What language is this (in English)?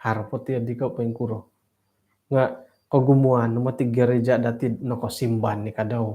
Central Dusun